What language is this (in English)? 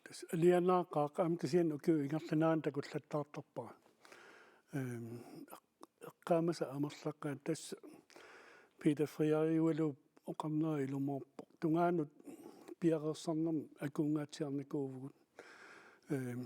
Kalaallisut